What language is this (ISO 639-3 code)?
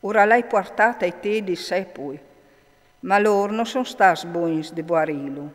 fur